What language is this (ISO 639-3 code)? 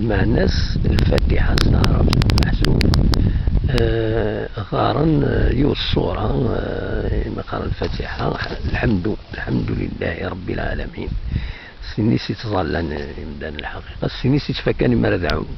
kab